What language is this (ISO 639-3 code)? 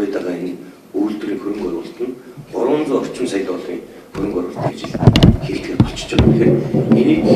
mon